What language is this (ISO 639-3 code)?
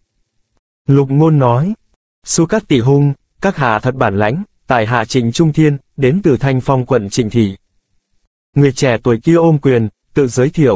vie